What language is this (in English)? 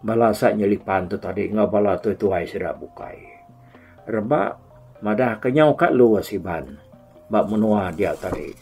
Iban